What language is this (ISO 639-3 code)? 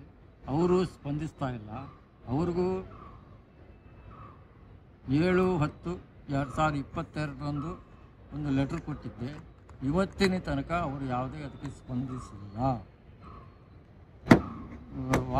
kan